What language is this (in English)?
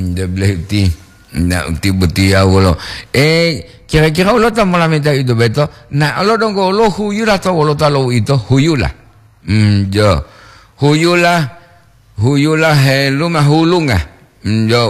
Gorontalo